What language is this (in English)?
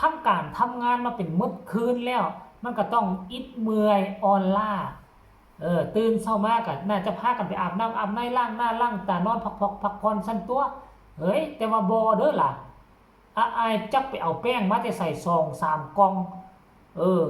Northeastern Thai